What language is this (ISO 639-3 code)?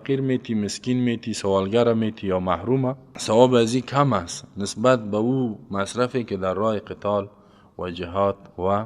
fas